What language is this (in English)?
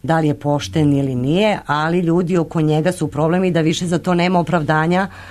Serbian